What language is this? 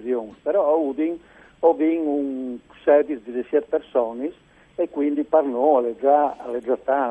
Friulian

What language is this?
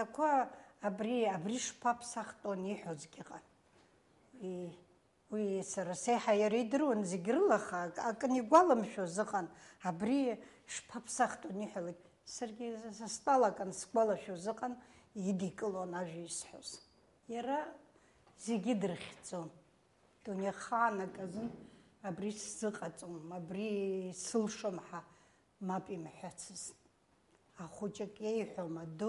Abkhazian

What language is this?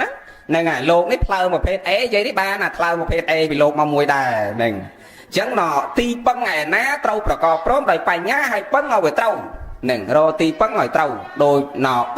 Khmer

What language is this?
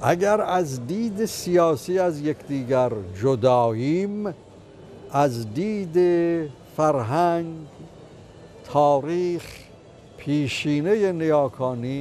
Tajik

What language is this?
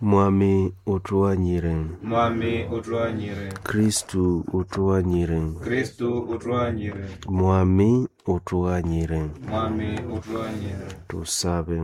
Nande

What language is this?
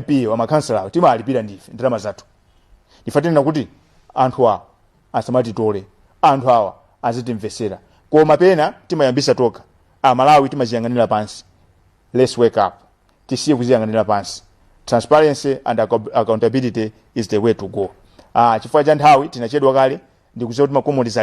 Nyanja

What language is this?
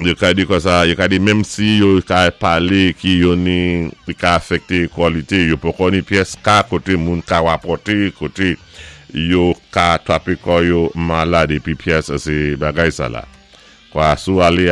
Saint Lucian Creole French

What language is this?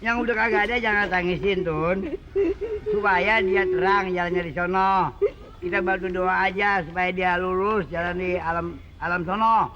Betawi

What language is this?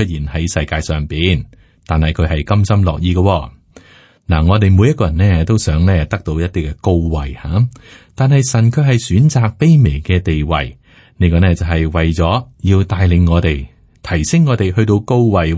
Cantonese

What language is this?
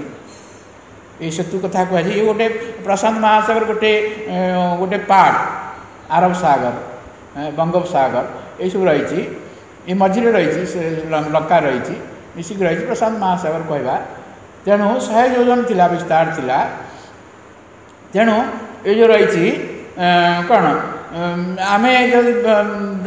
Odia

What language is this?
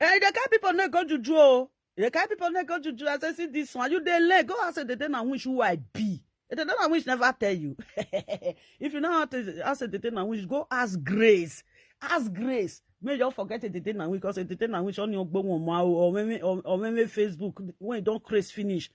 Nigerian Pidgin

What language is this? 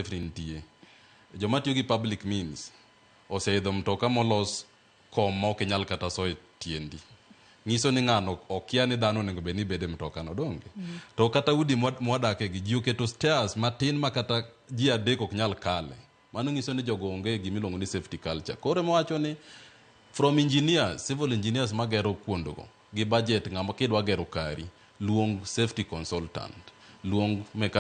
Luo (Kenya and Tanzania)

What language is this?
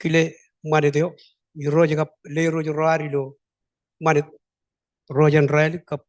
Marshallese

